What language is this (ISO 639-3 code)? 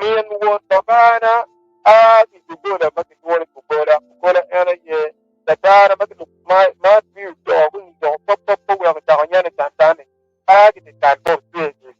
ach